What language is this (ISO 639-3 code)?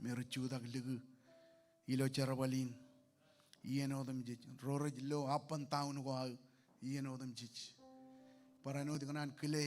mah